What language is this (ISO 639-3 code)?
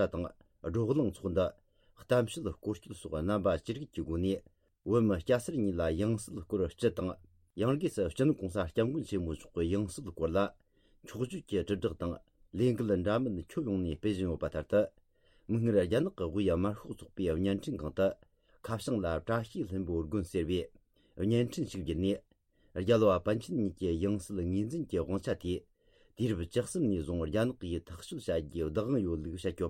bod